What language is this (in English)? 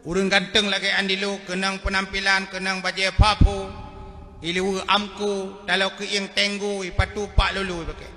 Achinese